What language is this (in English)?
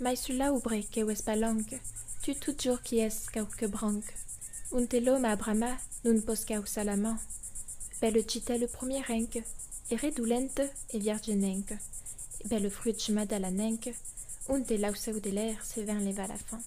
Occitan